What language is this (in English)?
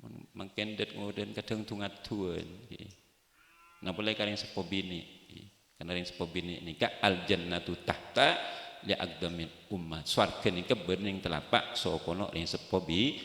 Madurese